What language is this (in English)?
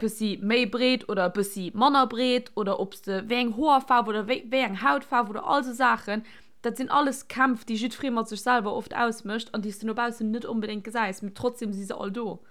Luxembourgish